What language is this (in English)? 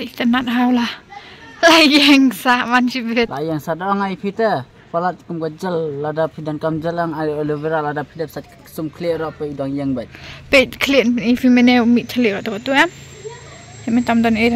Khasi